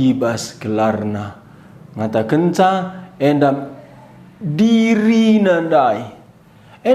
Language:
Batak Karo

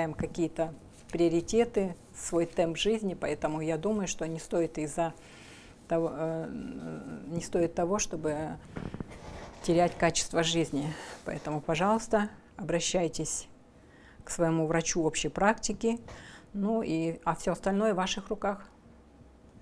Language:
Russian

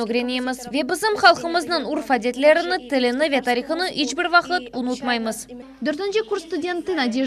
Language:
Crimean Tatar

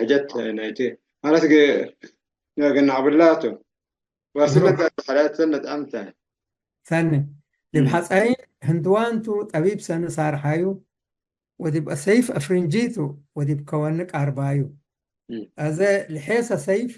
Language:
Tigre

